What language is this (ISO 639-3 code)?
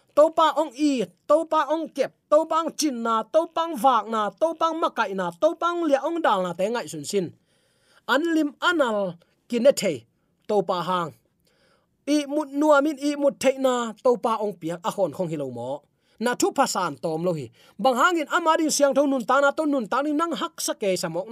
ctd